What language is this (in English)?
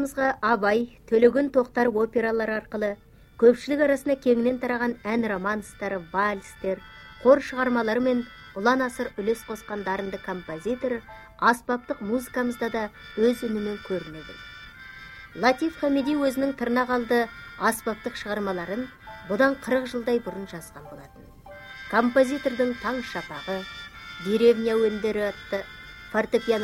Kazakh